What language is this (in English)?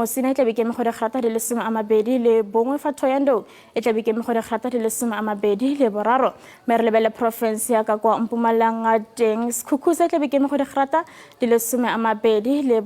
Tswana